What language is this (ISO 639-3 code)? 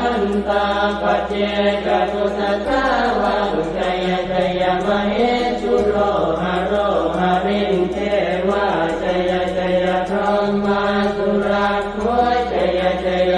pli